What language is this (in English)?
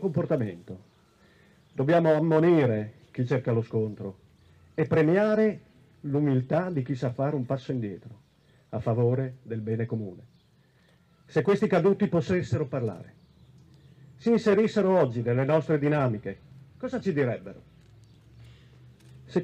Italian